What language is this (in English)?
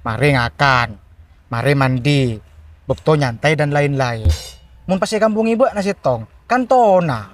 Madurese